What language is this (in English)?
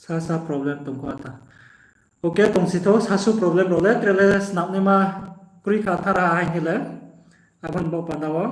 Riang (India)